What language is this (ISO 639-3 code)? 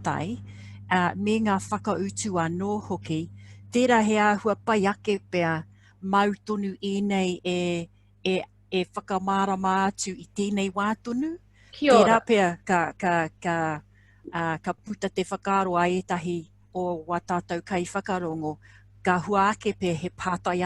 mri